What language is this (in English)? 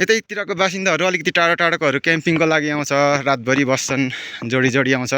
Nepali